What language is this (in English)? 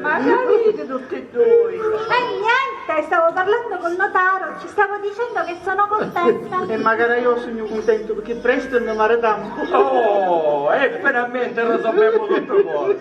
Sicilian